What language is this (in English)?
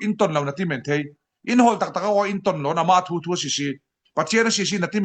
Falam Chin